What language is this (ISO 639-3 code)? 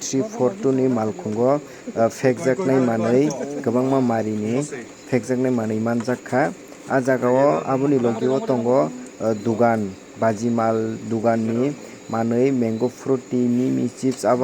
trp